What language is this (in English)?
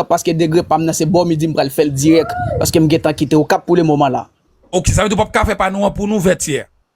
Haitian Creole